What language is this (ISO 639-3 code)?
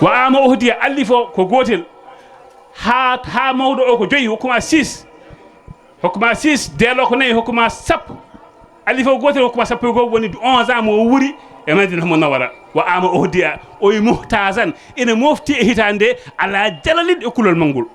ful